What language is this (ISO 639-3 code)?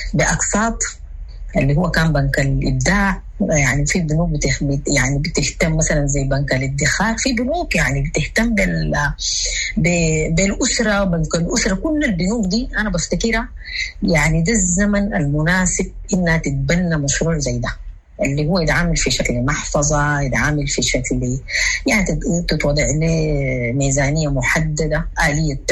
apd